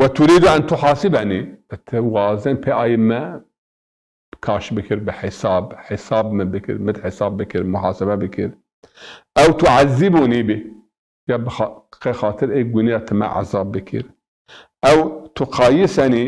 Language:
Zaza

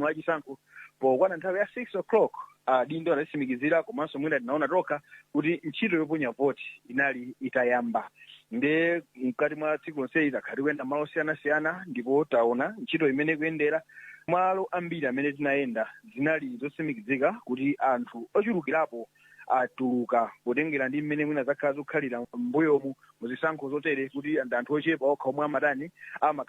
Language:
Nyanja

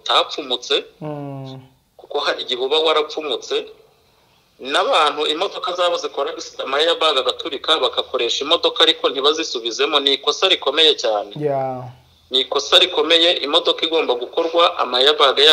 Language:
Kinyarwanda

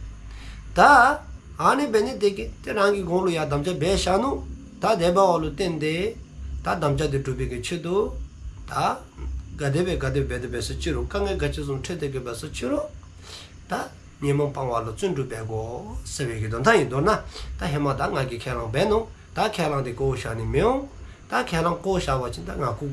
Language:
Dzongkha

